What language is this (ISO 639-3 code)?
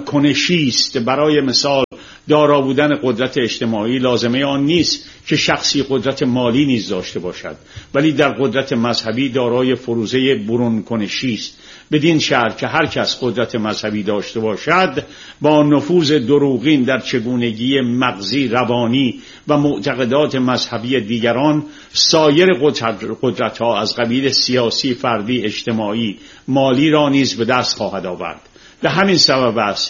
fas